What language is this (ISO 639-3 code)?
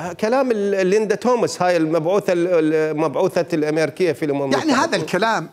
acm